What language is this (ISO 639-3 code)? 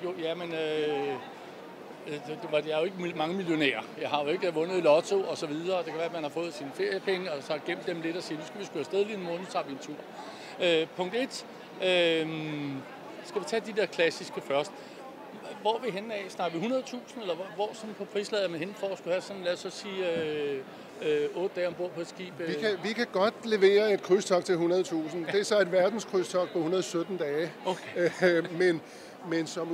dan